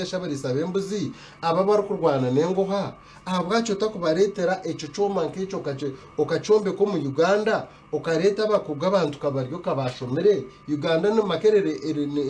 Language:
Nyankole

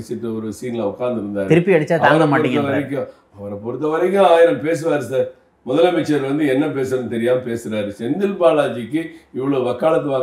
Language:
Tamil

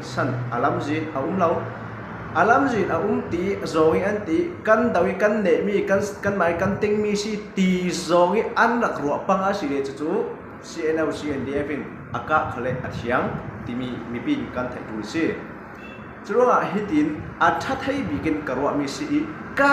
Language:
Falam Chin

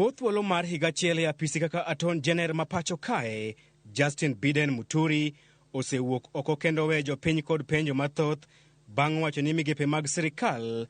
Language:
Luo (Kenya and Tanzania)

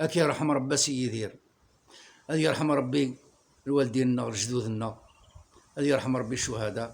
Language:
Kabyle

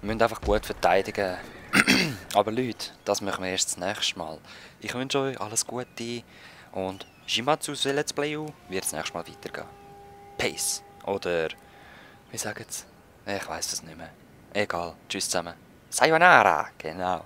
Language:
Swiss German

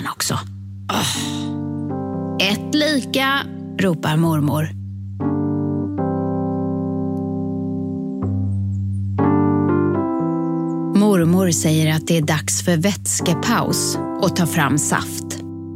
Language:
Swedish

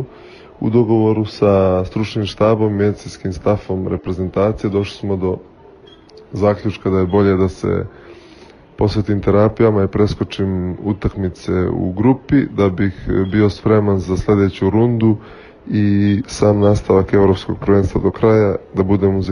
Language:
Serbian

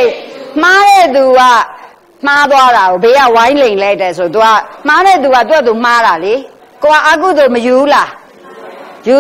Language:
Burmese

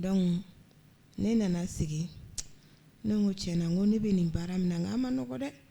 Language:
Bambara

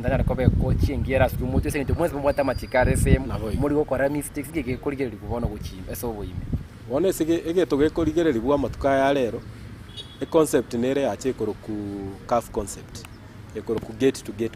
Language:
Gusii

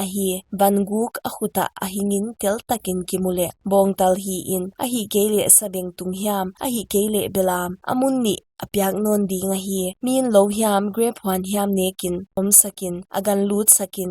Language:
Paite Chin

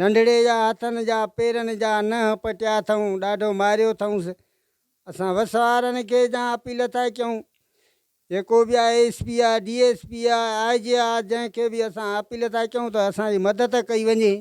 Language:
Sindhi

